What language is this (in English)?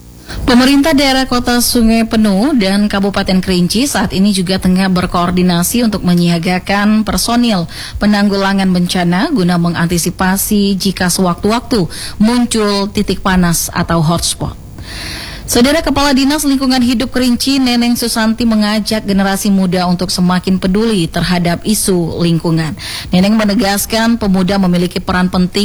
Indonesian